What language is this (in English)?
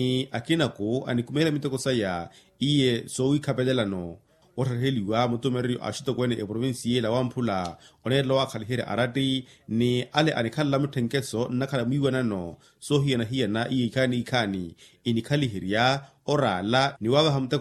Makhuwa